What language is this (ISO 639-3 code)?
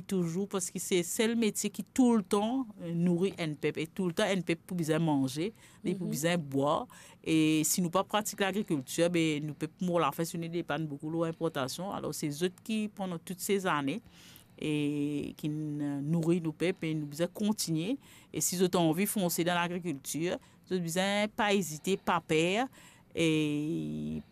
mfe